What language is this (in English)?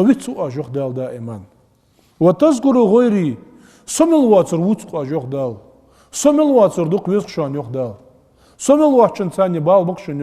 Ingush